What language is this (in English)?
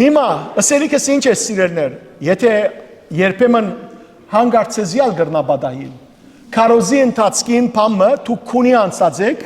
Western Armenian